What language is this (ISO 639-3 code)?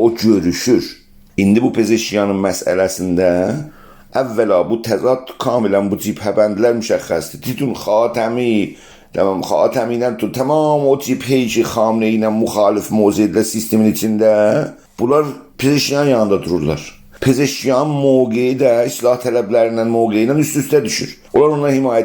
azb